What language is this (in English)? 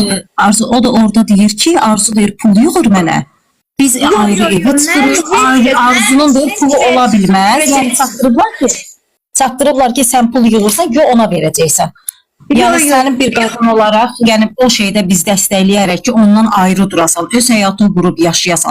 Azerbaijani